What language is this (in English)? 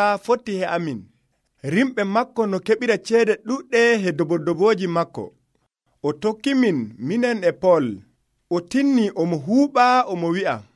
Nigerian Fulfulde